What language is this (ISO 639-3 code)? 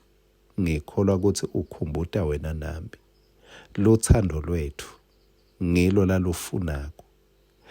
ssw